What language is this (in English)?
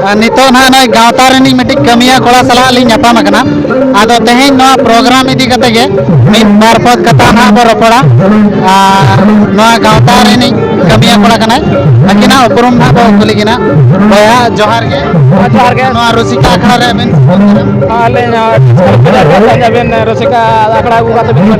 Santali